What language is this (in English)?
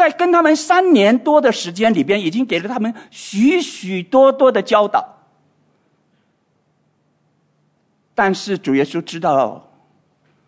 Chinese